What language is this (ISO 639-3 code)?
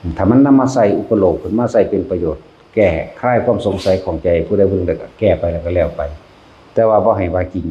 lao